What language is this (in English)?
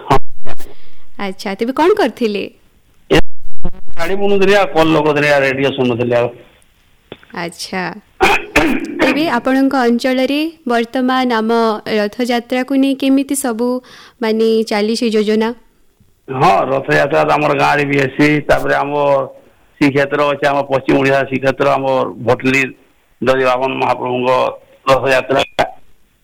Odia